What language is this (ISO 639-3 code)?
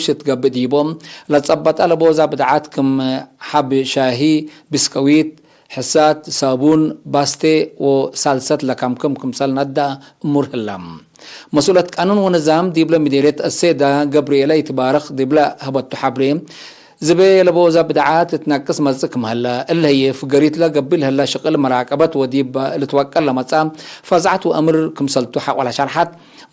tig